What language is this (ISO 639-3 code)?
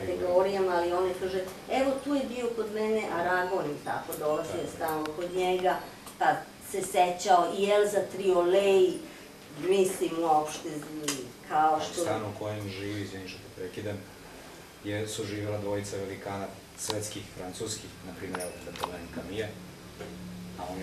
srp